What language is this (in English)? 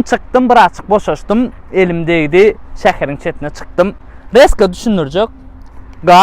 Turkmen